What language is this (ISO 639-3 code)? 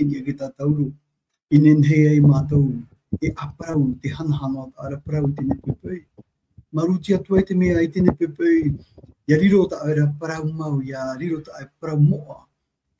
tah